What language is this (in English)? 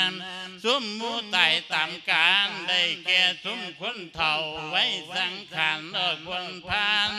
Lao